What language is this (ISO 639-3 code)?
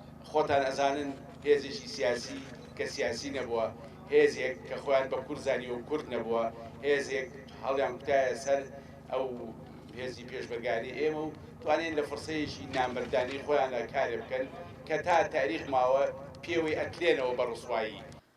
ckb